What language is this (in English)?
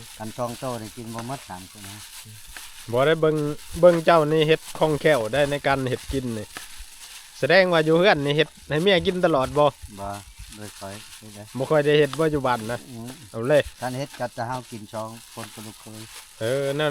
Northeastern Thai